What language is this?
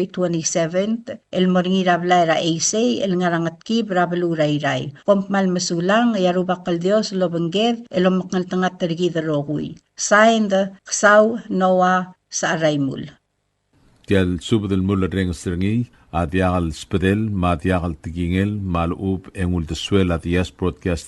Palauan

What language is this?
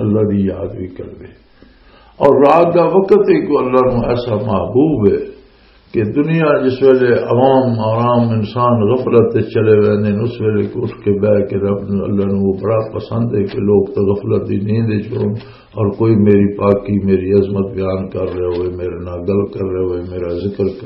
Western Panjabi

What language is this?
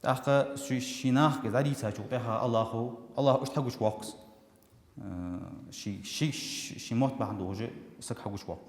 Ingush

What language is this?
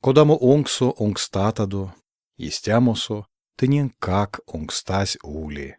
Erzya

